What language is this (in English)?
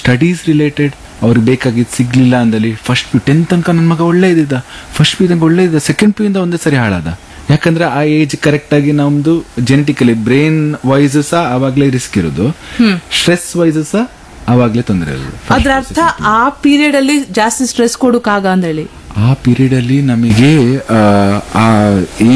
Kannada